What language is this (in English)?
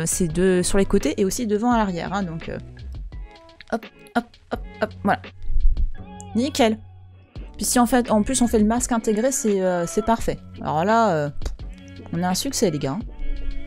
French